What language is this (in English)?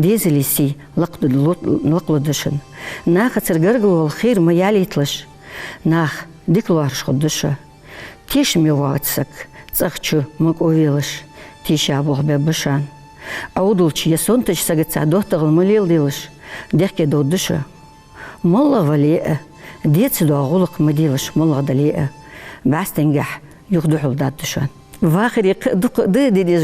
Ingush